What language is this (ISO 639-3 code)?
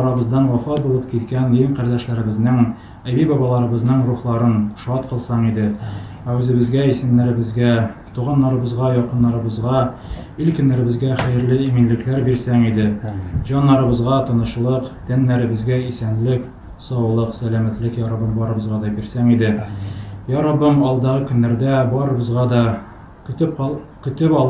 tat